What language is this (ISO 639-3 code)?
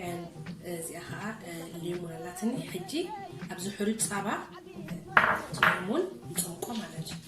tir